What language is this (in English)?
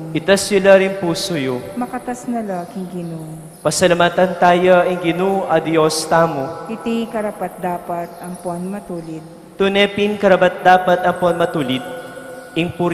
Pampanga